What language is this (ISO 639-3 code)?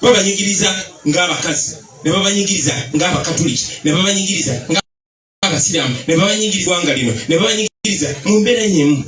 lug